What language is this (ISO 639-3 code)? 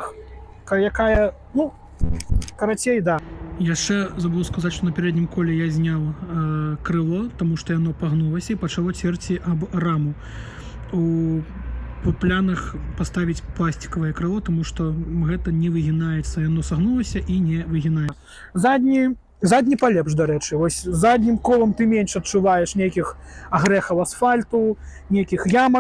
bel